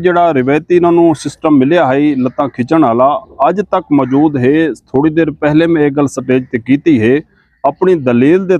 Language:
Saraiki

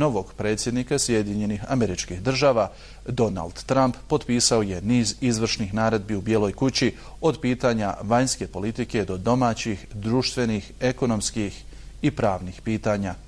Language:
Bosnian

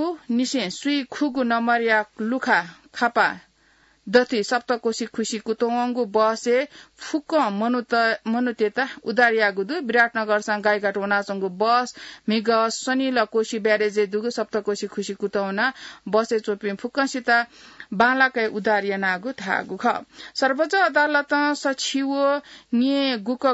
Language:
Newari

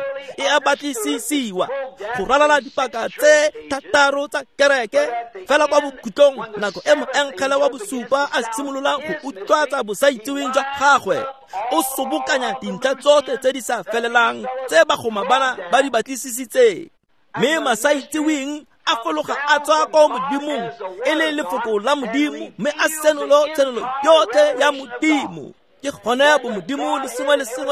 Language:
Tswana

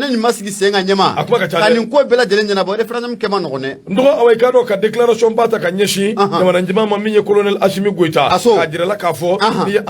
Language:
Bambara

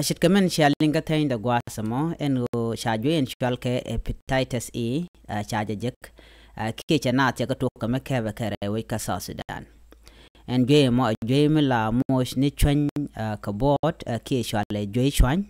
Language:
Nuer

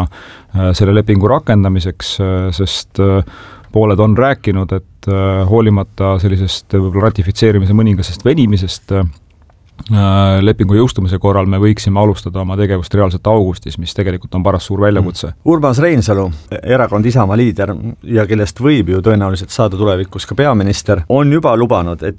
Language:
Estonian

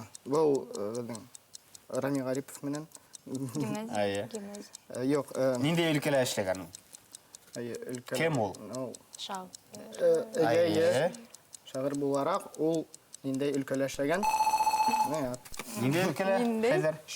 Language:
Bashkir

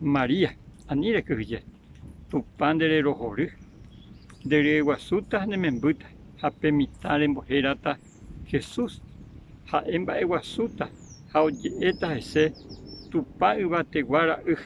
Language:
Guarani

